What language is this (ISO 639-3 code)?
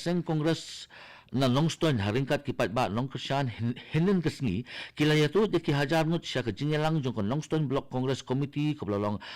kha